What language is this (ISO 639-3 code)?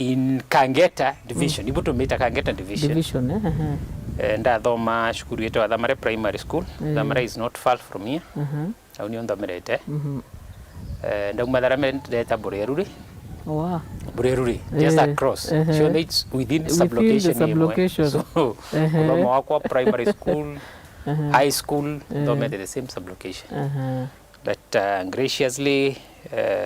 mer